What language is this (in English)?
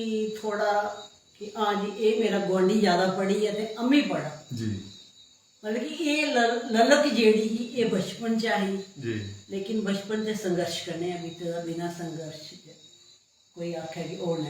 Dogri